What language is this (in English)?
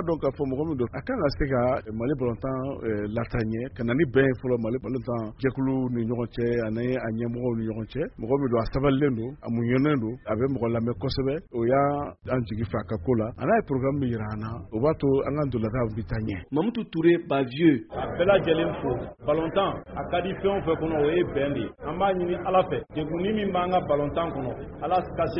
Bambara